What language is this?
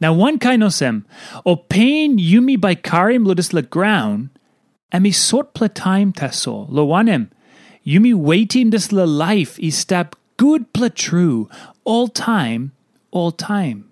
Tok Pisin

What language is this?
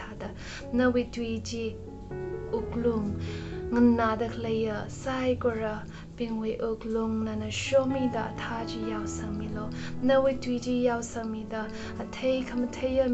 Tangkhul Naga (India)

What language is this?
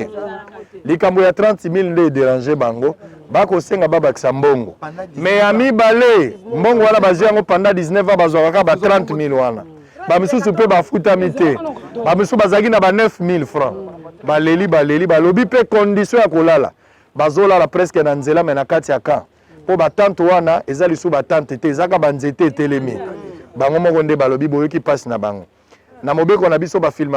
Lingala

